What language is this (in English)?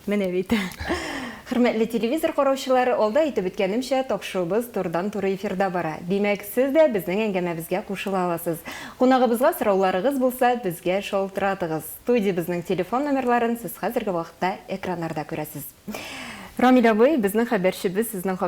Tatar